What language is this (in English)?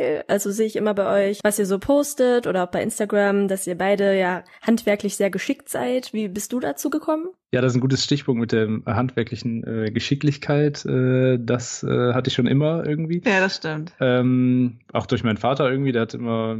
German